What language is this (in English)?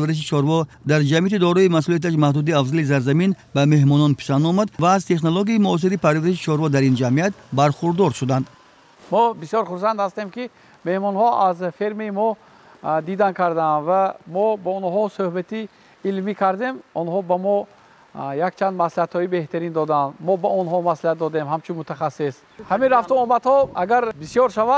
Tajik